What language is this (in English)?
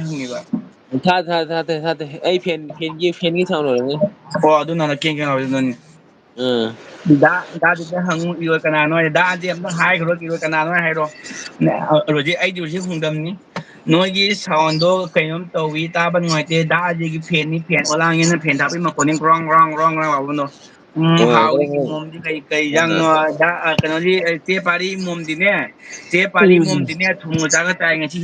Manipuri